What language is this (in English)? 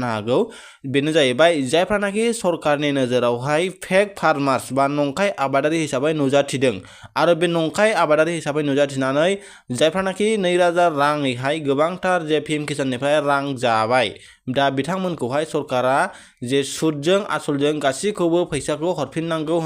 Bodo